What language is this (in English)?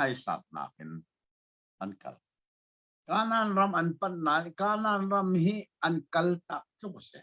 Hakha Chin